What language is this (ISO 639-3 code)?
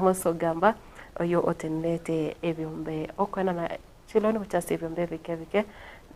guz